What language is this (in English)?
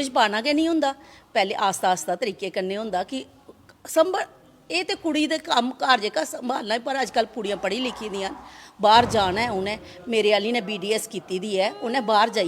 Dogri